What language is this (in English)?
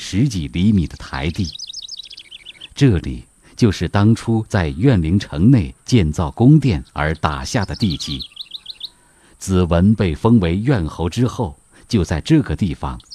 Chinese